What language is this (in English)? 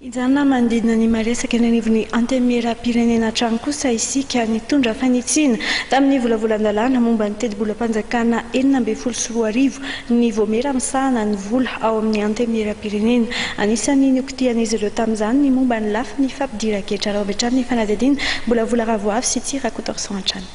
Malagasy